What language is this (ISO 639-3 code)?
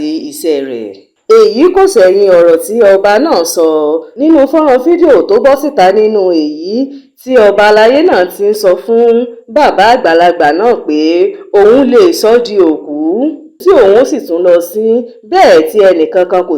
yor